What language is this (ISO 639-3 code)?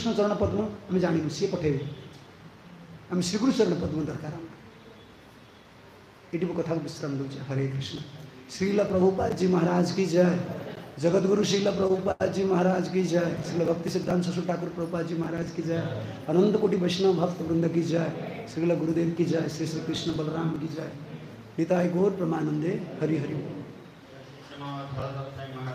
ori